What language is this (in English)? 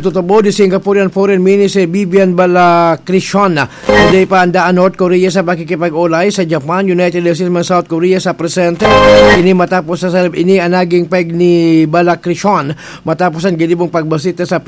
Bikol